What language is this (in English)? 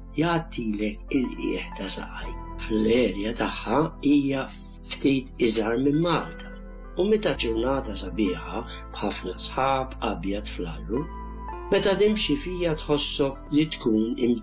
Maltese